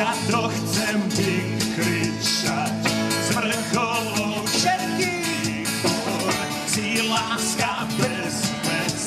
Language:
Slovak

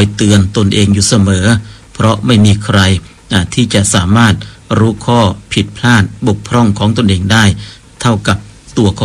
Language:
Thai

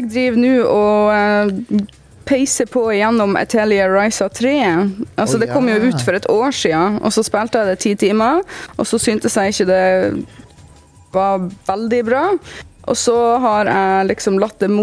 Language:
Norwegian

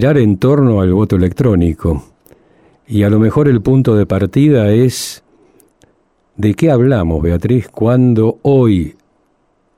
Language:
Spanish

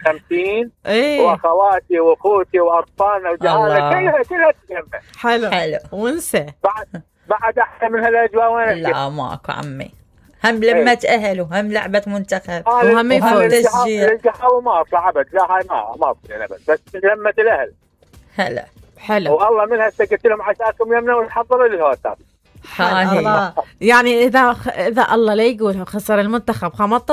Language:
Mesopotamian Arabic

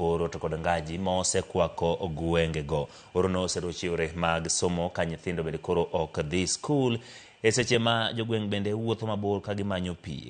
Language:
Luo (Kenya and Tanzania)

